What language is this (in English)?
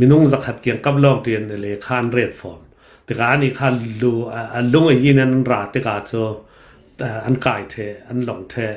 Hakha Chin